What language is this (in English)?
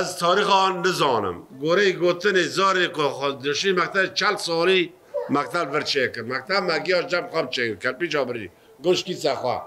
Kurdish